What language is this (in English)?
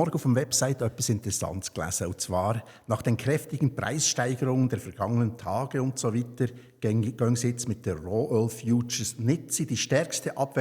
Swiss German